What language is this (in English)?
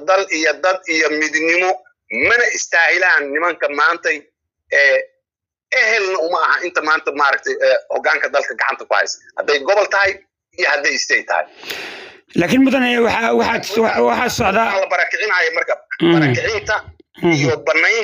Somali